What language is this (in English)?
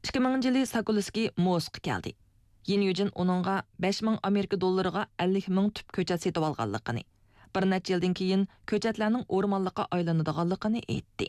Uyghur